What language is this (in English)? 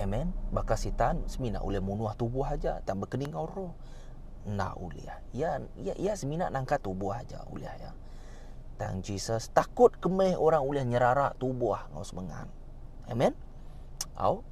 Iban